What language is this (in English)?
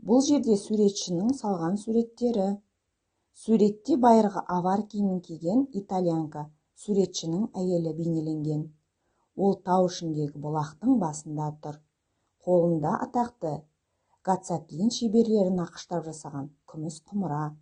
Kazakh